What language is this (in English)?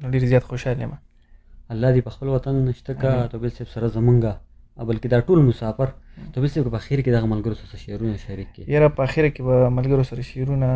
Pashto